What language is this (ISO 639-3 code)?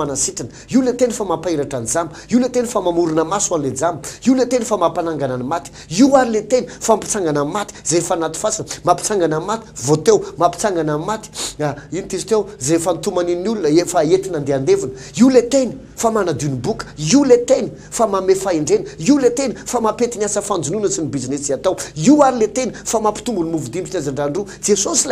mlg